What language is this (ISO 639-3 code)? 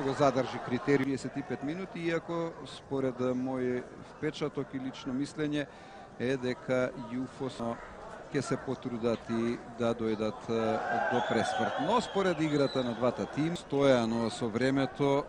mkd